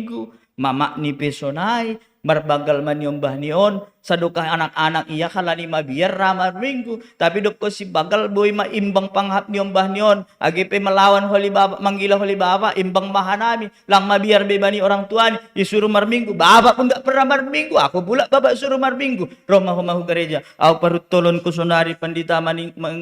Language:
Batak Simalungun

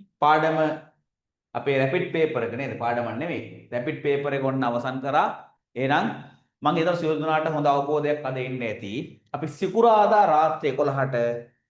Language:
Sinhala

